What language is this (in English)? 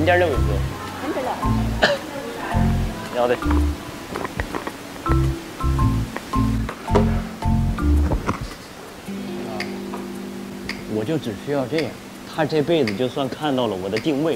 Chinese